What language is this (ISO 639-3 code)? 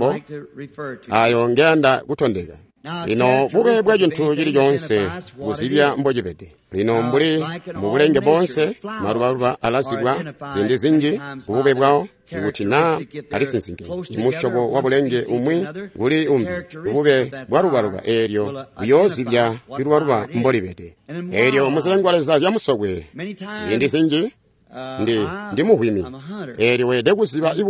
toi